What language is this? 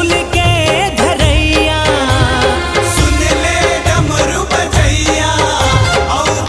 Chhattisgarhi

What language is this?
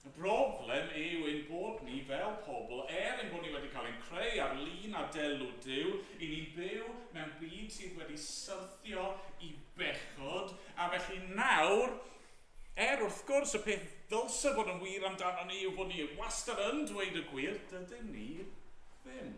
Welsh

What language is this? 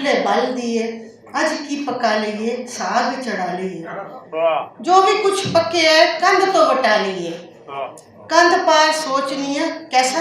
Western Panjabi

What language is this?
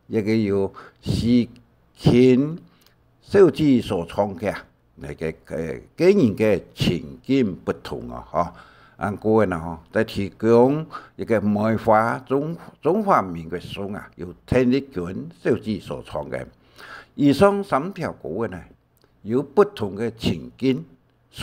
Hakka Chinese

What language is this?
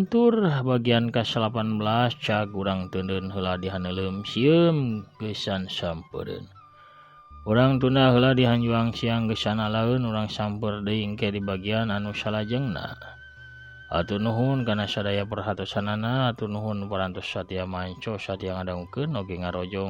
Sundanese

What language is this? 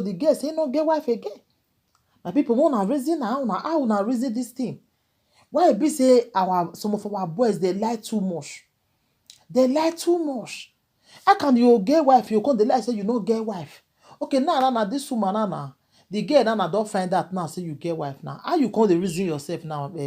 Nigerian Pidgin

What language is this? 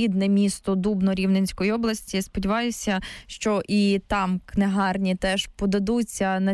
Ukrainian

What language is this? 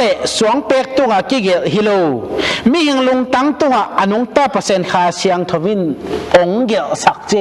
Tedim Chin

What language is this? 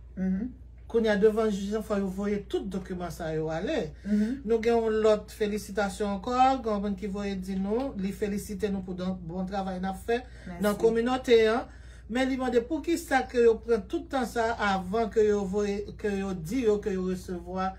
Haitian Creole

